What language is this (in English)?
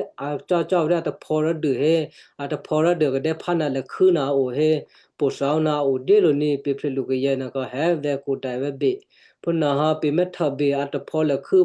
Western Kayah